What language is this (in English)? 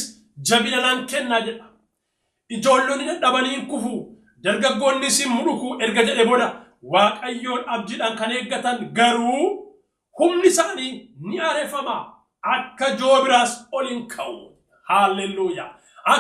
Oromo